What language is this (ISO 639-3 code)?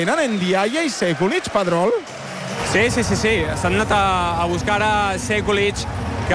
cat